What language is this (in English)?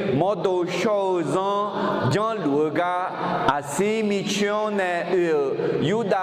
Akha